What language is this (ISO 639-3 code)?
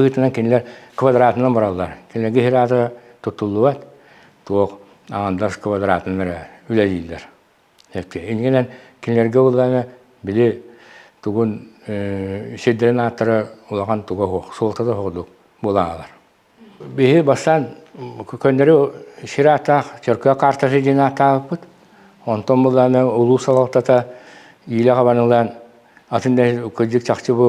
sah